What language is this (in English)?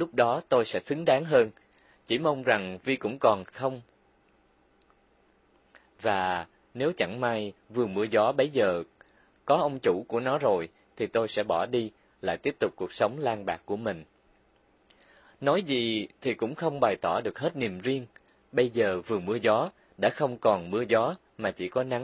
Vietnamese